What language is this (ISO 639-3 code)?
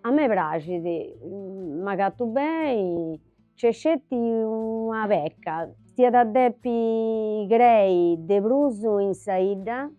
srd